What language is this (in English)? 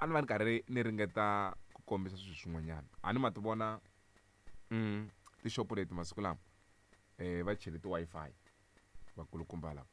Tsonga